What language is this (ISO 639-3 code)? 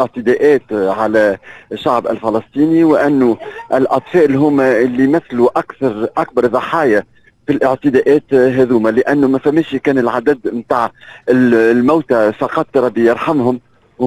aeb